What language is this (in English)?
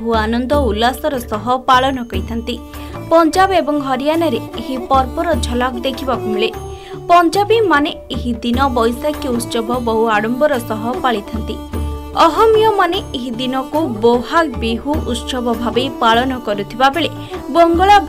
Odia